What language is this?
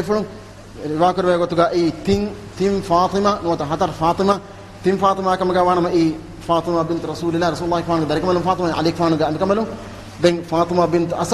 Divehi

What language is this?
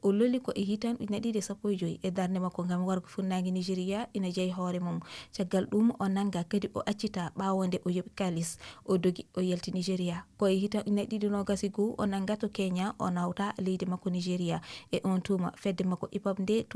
Fula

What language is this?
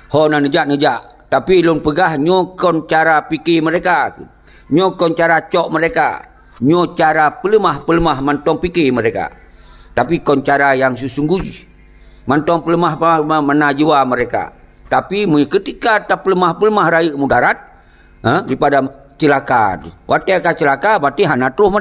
Achinese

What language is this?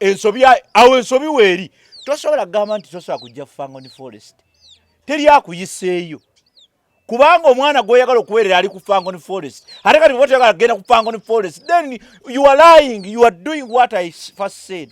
Ganda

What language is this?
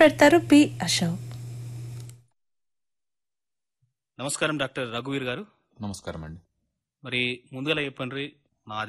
Telugu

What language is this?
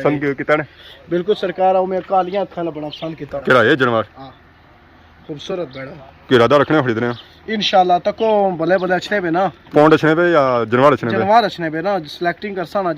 Pahari-Potwari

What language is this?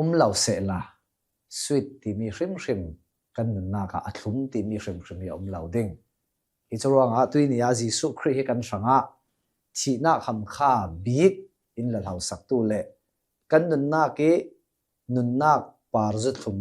Hakha Chin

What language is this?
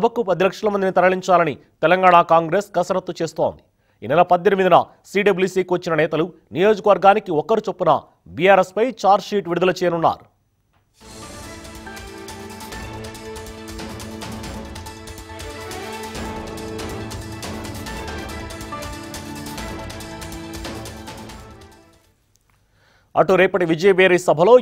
Telugu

